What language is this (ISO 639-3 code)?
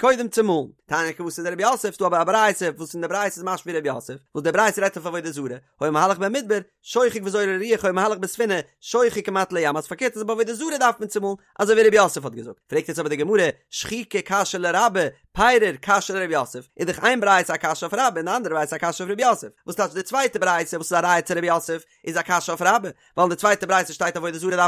yid